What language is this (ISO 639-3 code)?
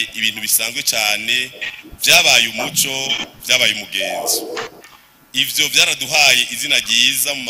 run